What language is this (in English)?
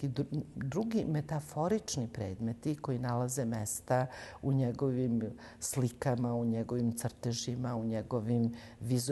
Serbian